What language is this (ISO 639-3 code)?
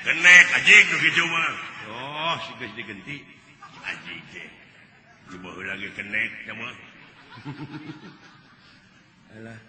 sun